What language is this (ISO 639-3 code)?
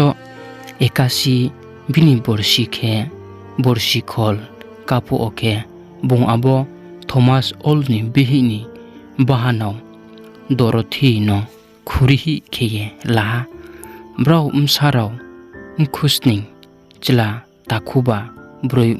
ria